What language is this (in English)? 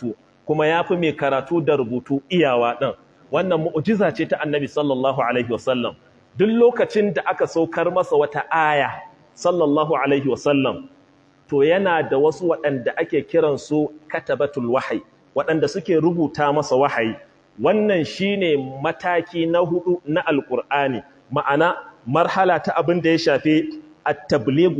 Hausa